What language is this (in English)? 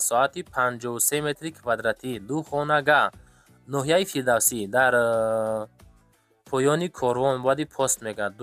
Tajik